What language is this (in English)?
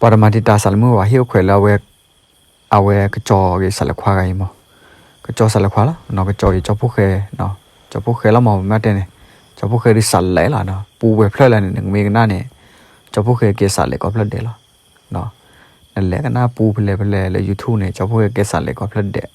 S'gaw Karen